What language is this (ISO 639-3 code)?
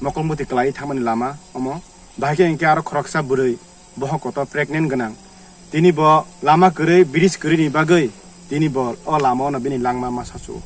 trp